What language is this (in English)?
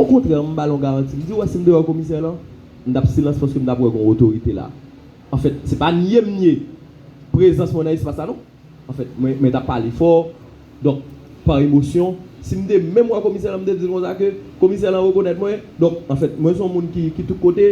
Haitian Creole